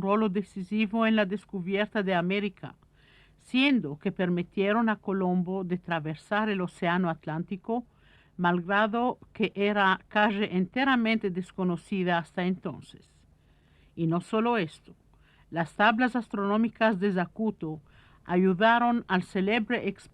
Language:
Ladino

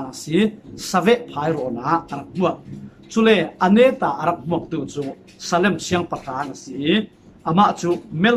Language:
Falam Chin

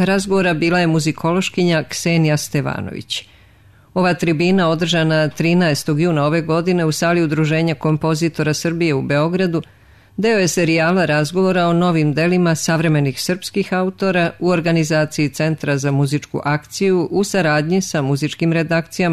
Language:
Serbian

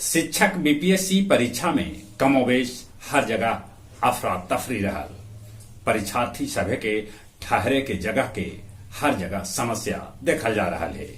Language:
Magahi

